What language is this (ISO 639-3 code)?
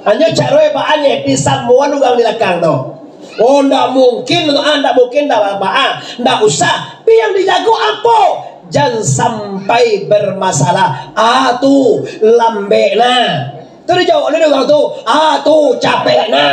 min